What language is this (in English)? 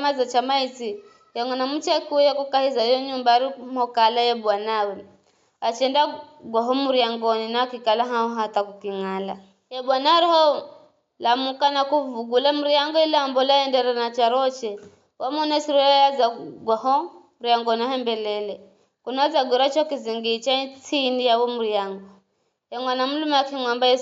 Giryama